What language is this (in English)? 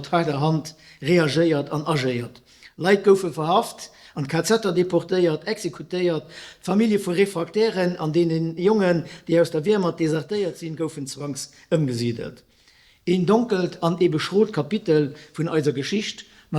Luxembourgish